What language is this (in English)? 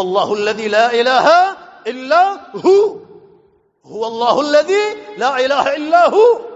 Eastern Balochi